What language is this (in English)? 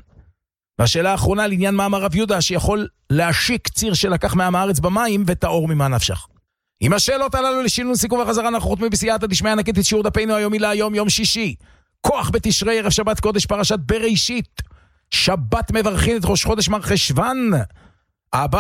Hebrew